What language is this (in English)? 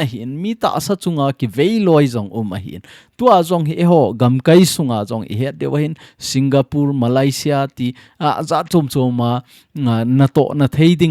Thado Chin